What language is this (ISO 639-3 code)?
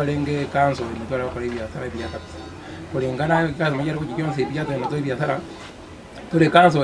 guz